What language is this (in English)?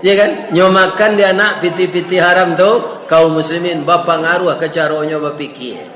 Minangkabau